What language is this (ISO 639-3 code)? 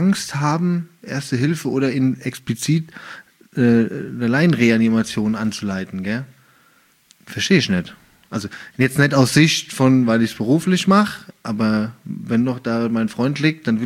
deu